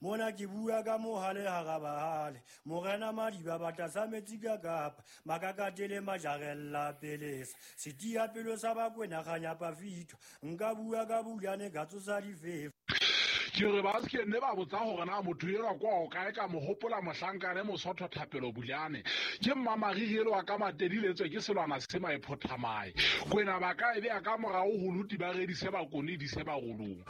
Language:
Southern Sotho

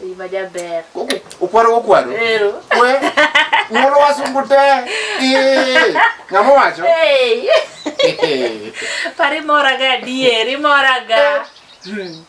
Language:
Luo (Kenya and Tanzania)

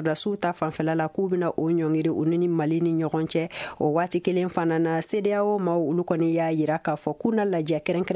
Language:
Bambara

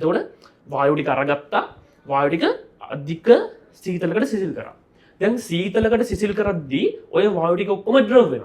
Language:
Sinhala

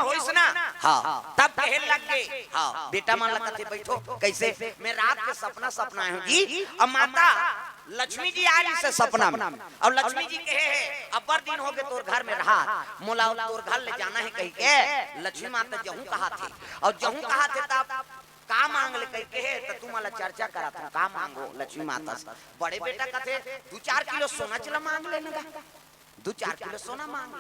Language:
Chhattisgarhi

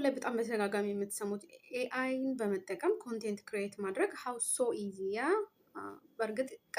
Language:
Amharic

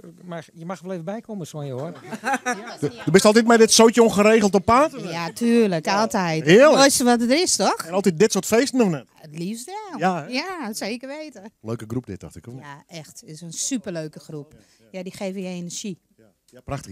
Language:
Western Frisian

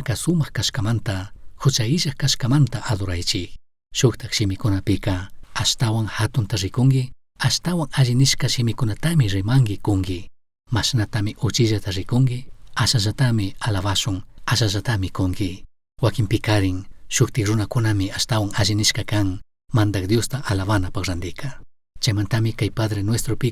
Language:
Chimborazo Highland Quichua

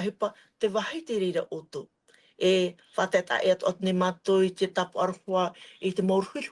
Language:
Tahitian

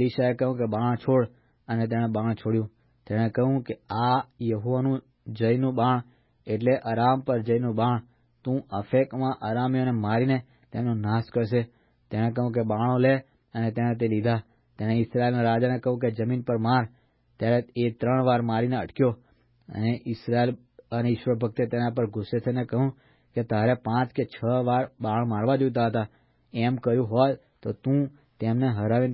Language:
Gujarati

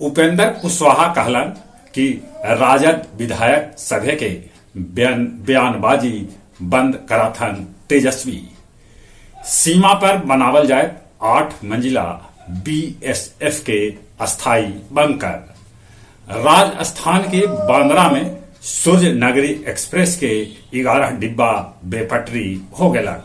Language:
Magahi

